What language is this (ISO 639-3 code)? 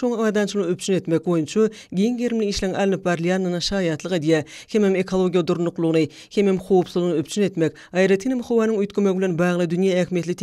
tuk